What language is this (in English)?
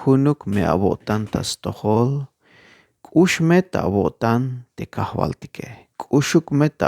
Tzeltal